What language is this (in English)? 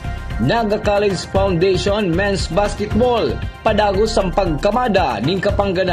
Bikol